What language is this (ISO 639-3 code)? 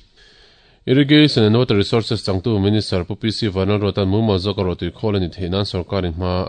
lus